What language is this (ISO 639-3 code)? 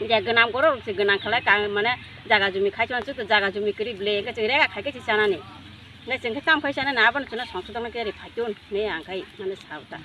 trp